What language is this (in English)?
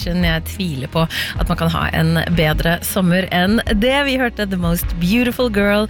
Norwegian